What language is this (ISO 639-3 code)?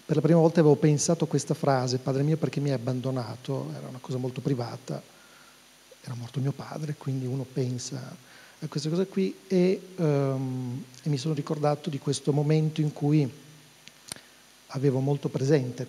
ita